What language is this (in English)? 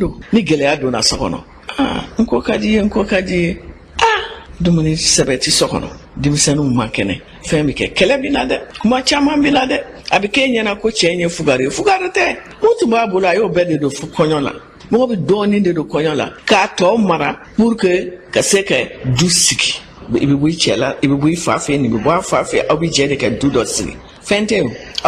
Bambara